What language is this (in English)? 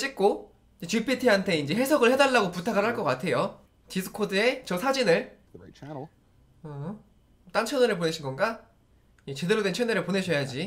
Korean